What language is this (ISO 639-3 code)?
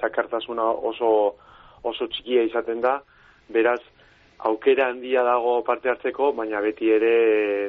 eus